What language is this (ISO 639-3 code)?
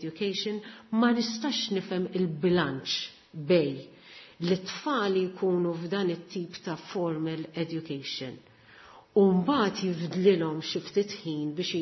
mlt